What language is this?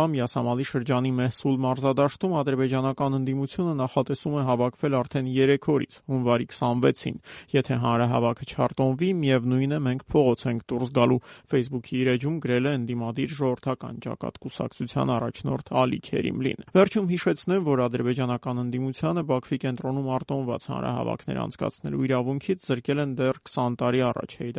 Armenian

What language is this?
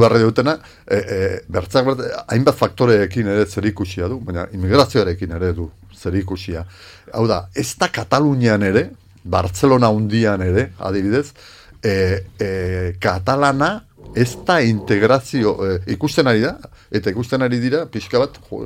Basque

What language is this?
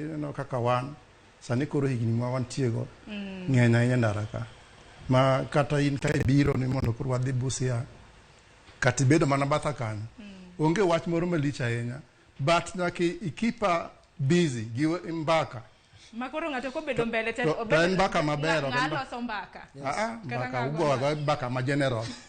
Luo (Kenya and Tanzania)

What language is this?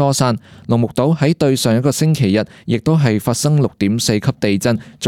Cantonese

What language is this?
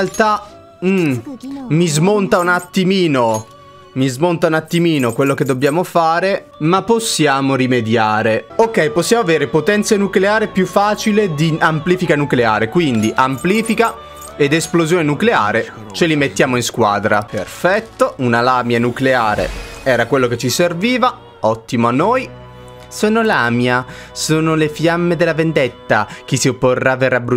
Italian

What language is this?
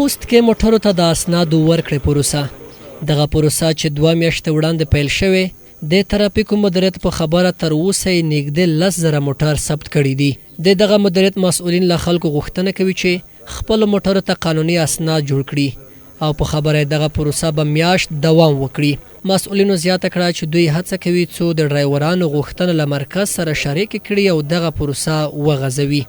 Pashto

